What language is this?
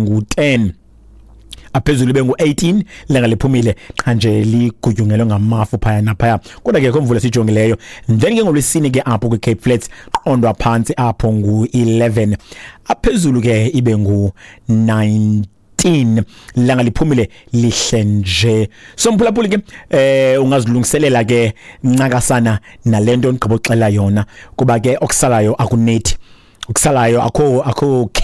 Xhosa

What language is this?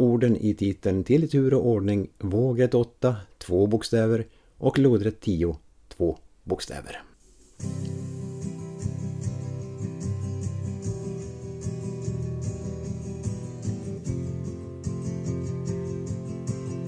Swedish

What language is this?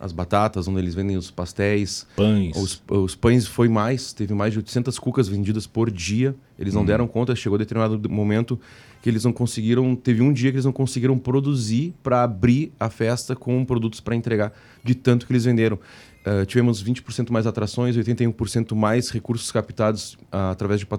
Portuguese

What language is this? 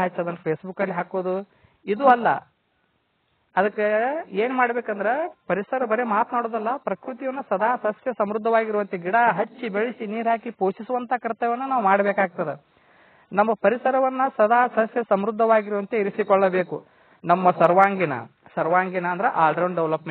Kannada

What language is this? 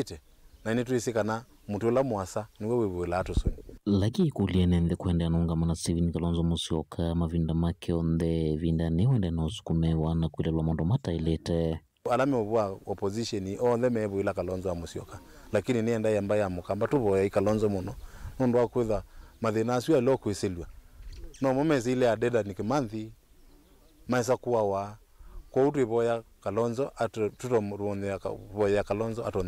Kamba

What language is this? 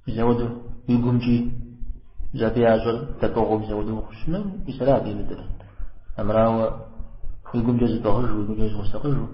Kabardian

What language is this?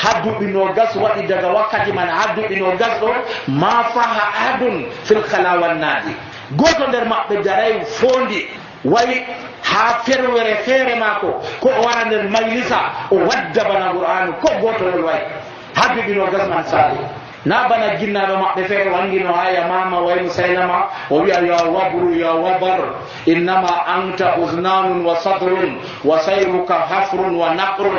Nigerian Fulfulde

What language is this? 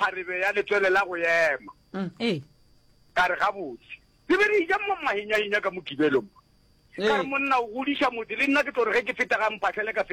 Northern Sotho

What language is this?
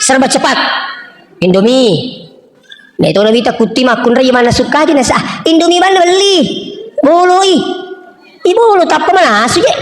Buginese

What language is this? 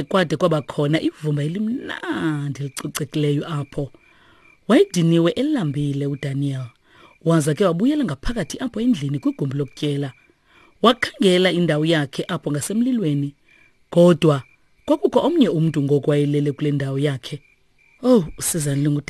Xhosa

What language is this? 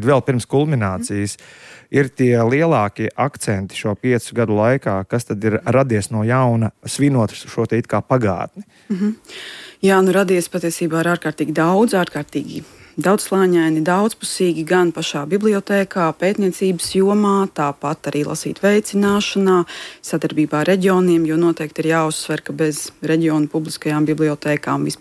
Latvian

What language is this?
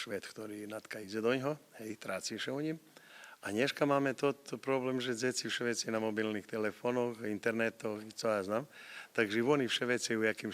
Rusyn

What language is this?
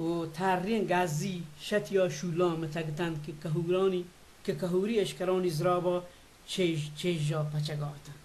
Baluchi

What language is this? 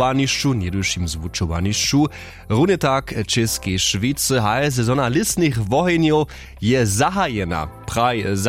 Upper Sorbian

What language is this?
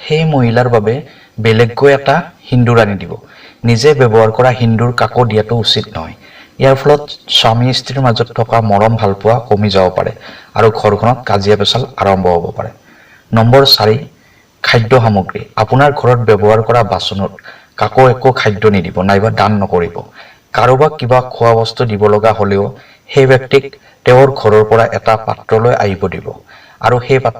Assamese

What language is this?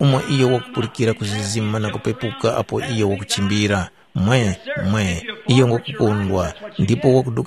Tumbuka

